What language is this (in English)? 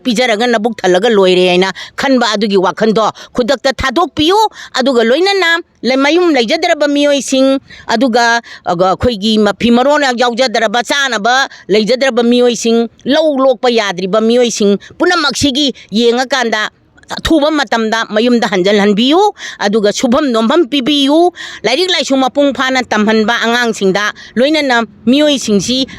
Manipuri